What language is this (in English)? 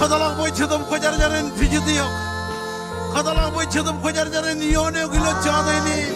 Marshallese